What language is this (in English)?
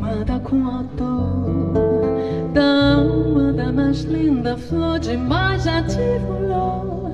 Portuguese